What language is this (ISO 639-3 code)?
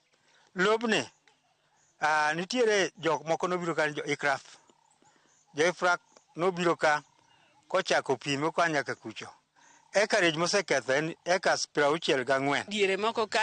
luo